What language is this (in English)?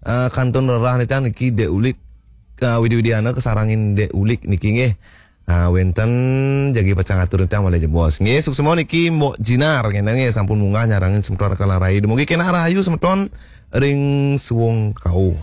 Balinese